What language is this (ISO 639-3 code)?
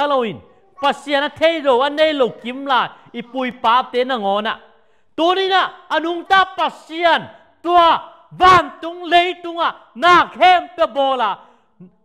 ctd